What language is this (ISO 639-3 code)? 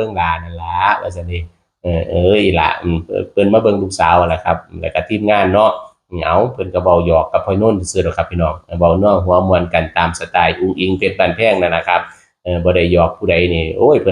tts